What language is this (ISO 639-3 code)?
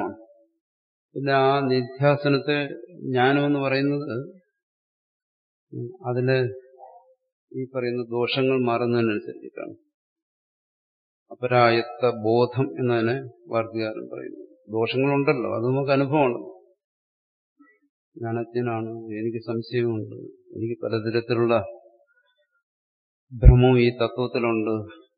mal